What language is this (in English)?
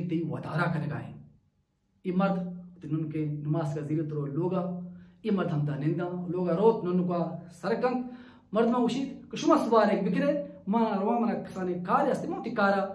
Baluchi